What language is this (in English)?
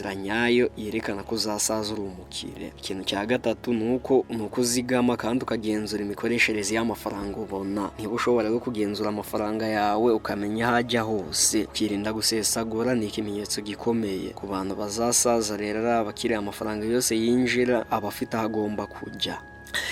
Kinyarwanda